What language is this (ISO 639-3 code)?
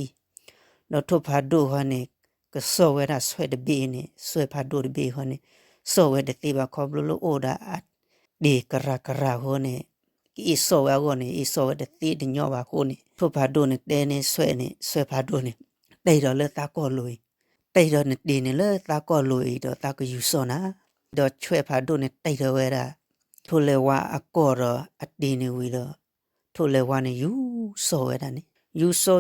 ksw